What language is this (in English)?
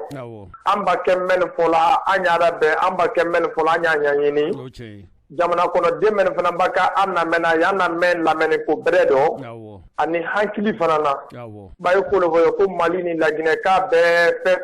Bambara